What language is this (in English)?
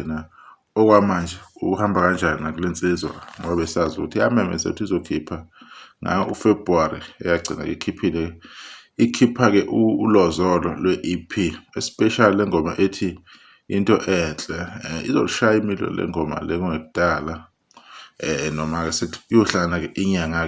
Zulu